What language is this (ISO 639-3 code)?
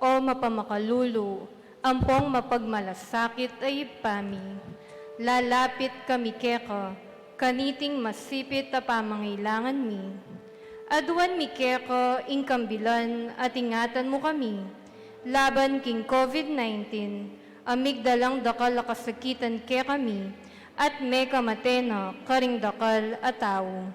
pam